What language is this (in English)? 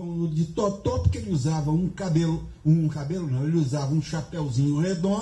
Portuguese